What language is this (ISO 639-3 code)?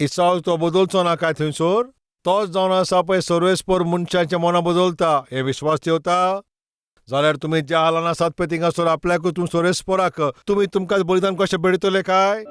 kok